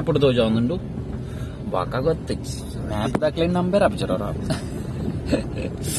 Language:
Tulu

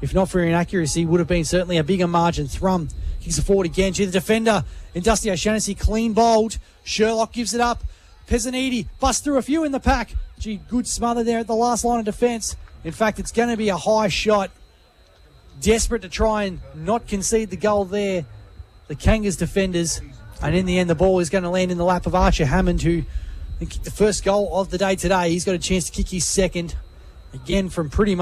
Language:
English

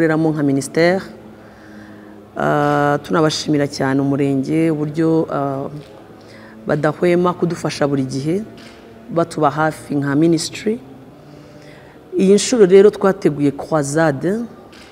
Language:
Kinyarwanda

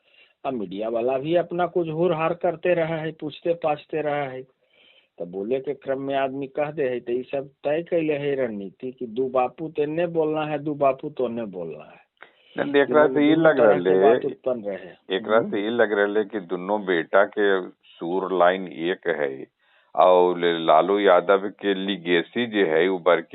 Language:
Magahi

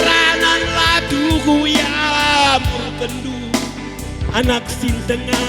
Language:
Batak Karo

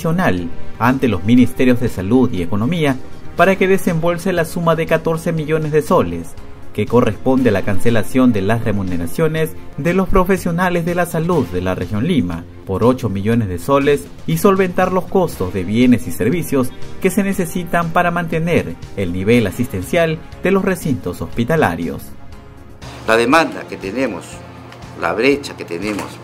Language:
Spanish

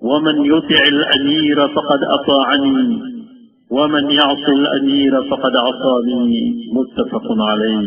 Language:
Maranao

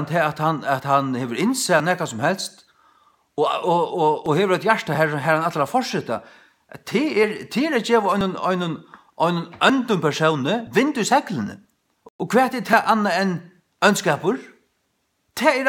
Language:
Faroese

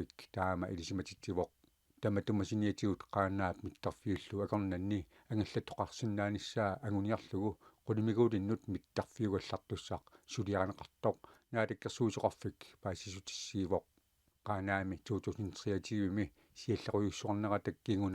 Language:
Kalaallisut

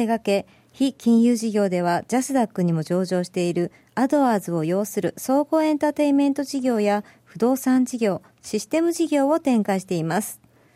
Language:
Japanese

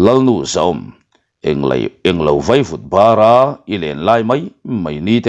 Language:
Mizo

